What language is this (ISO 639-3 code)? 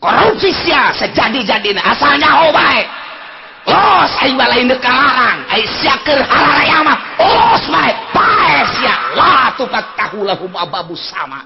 sun